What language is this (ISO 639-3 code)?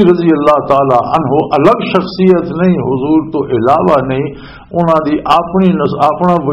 lah